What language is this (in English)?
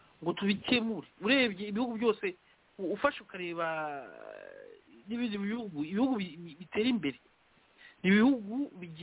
Kinyarwanda